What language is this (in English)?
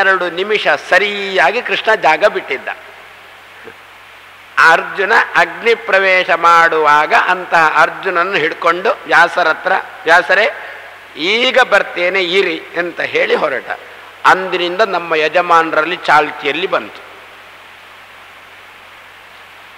Kannada